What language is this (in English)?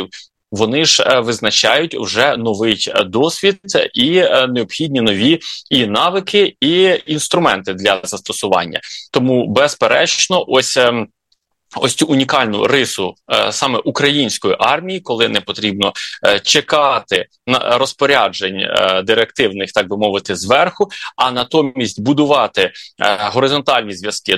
Ukrainian